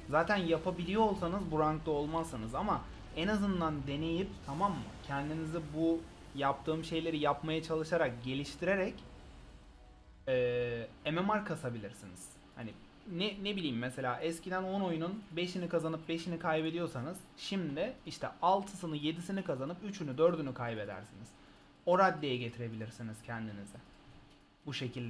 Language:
Turkish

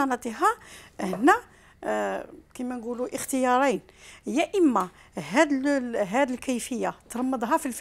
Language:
Algerian Arabic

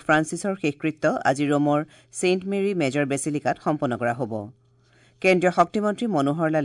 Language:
Assamese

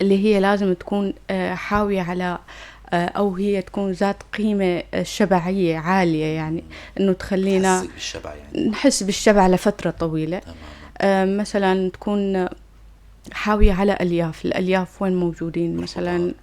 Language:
North Levantine Arabic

